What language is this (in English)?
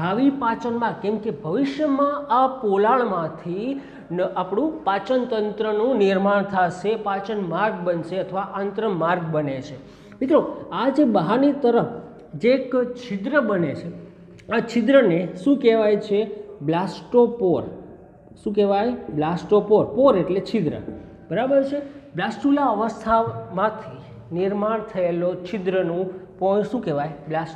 Gujarati